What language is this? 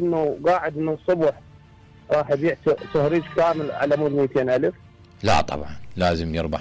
Mesopotamian Arabic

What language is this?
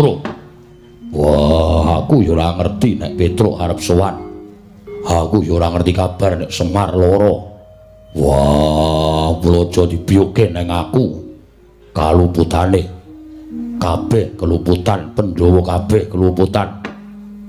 Javanese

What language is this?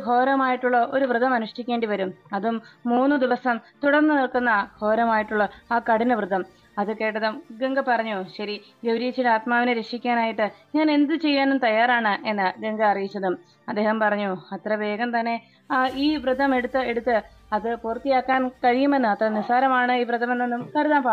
Malayalam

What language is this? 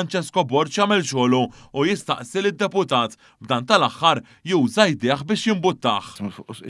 Maltese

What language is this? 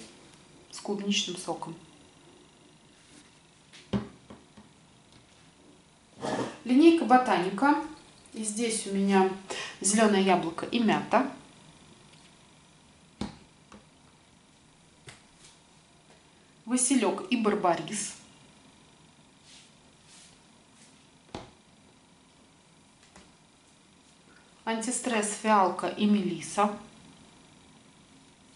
Russian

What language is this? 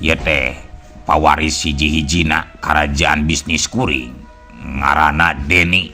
Sundanese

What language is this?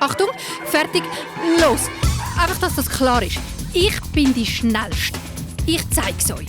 Swiss German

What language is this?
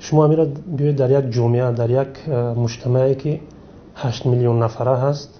Tajik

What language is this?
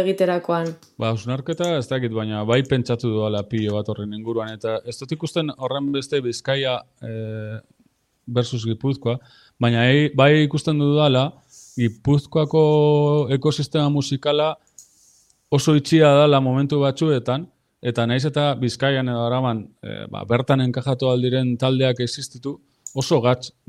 Basque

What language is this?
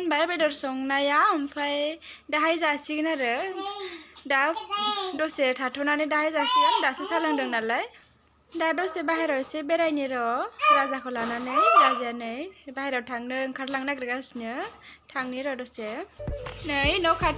Bodo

